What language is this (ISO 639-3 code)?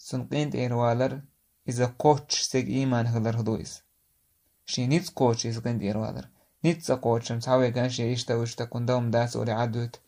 che